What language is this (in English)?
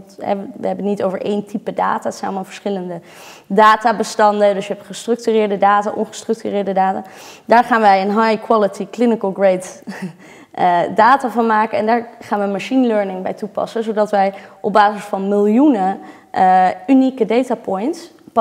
Dutch